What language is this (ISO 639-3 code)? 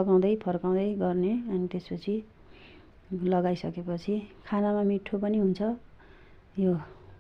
nep